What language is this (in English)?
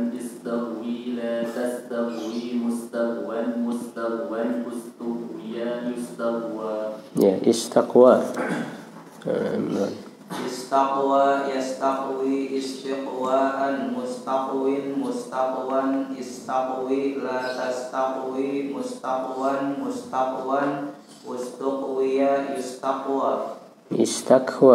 Indonesian